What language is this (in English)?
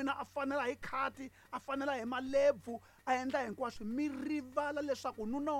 Tsonga